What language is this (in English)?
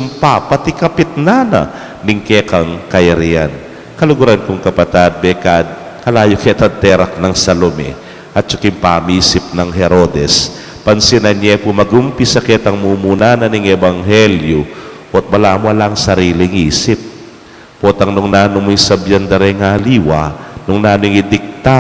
Pampanga